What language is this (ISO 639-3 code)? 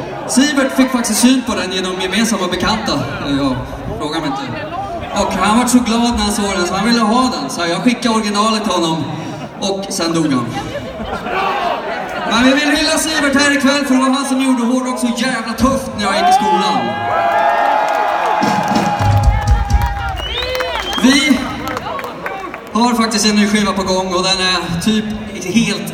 swe